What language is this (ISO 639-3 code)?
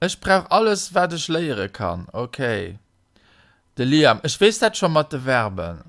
ltz